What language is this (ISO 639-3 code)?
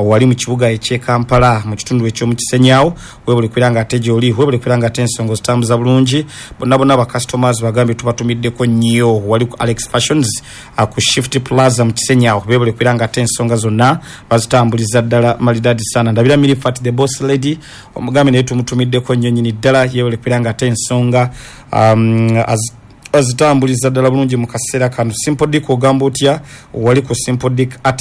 lug